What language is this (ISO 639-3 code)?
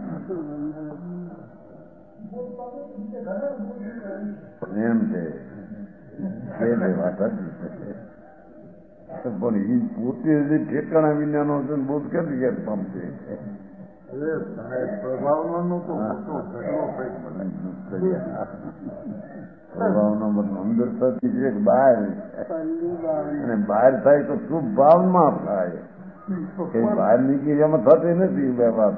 guj